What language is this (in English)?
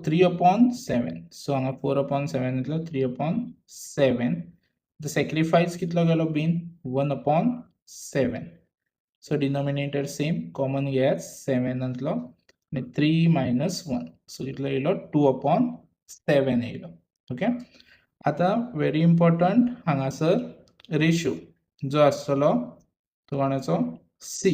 Konkani